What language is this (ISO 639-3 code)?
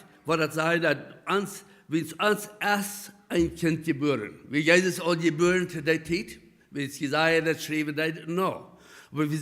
pdt